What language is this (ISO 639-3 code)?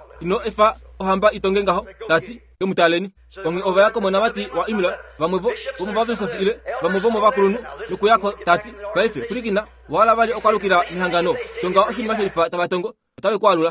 kua